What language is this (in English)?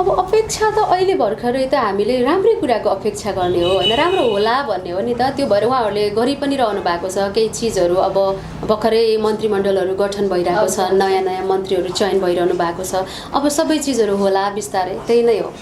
Nepali